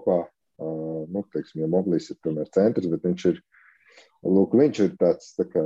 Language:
Latvian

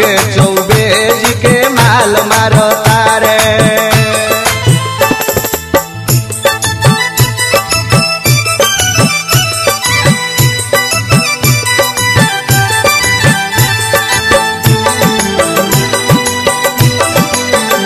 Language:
Bhojpuri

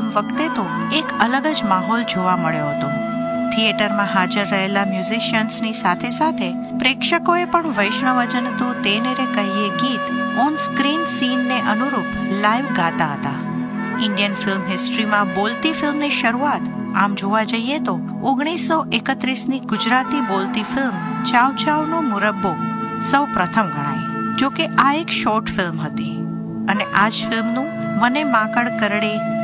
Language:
Gujarati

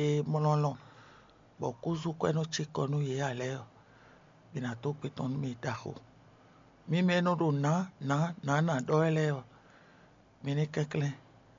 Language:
Fon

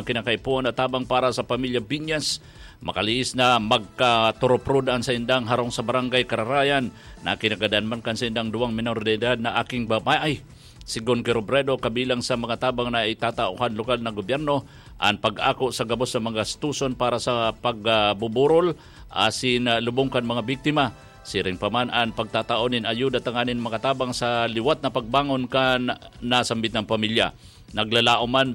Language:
Bikol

